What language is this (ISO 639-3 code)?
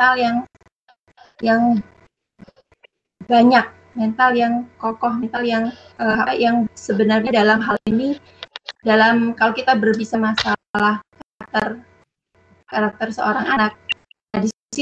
ind